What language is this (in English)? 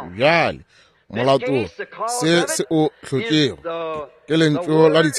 Northern Sotho